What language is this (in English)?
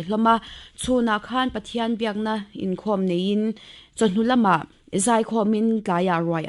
Mizo